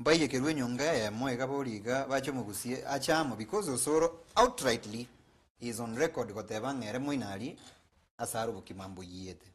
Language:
Gusii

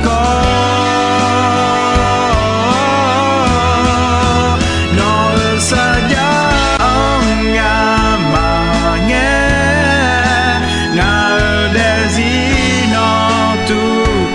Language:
Akha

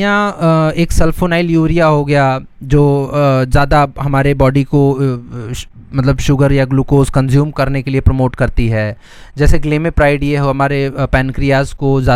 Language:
Hindi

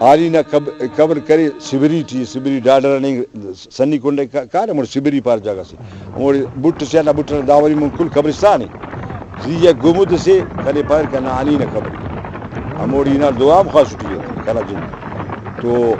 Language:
Brahui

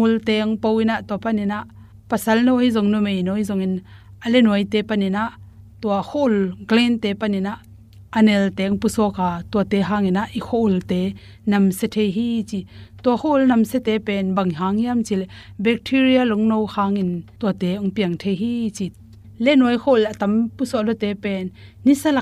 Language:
Tedim Chin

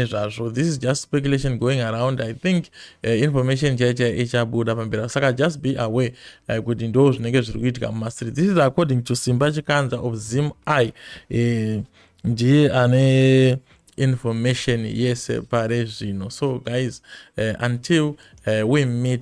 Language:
Shona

